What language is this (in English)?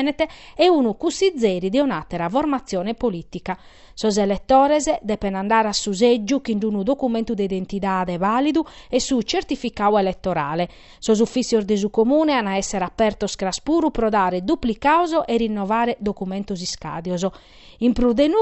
Sardinian